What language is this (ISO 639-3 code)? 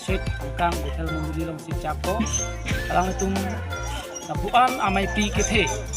mjw